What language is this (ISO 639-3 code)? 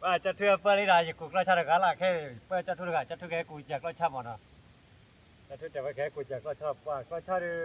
ksw